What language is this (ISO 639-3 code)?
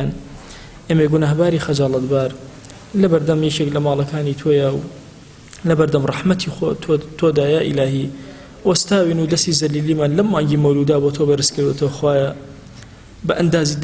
ckb